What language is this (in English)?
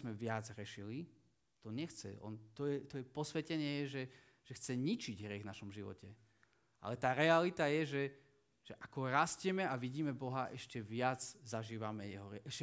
Slovak